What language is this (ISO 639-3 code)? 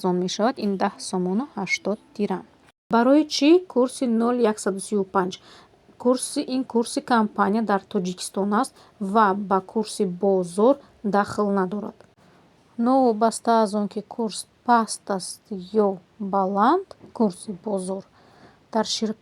tgk